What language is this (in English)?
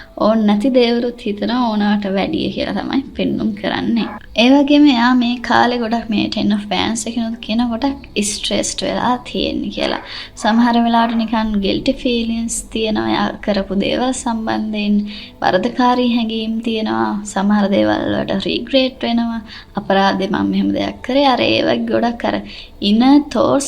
Sinhala